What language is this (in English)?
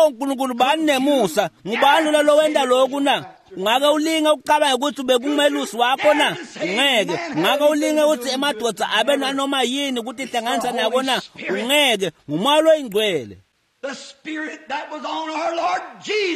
Swati